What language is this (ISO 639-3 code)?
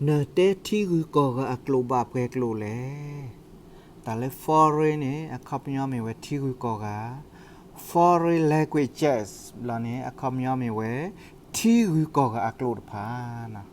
ksw